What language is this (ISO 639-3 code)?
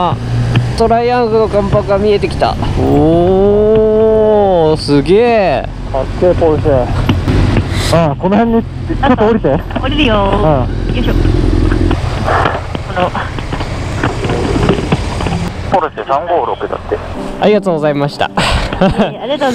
jpn